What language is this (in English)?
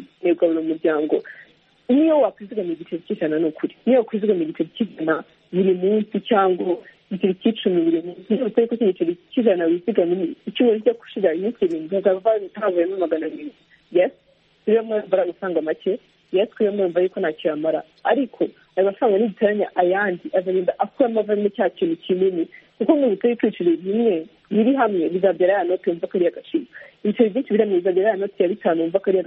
Kinyarwanda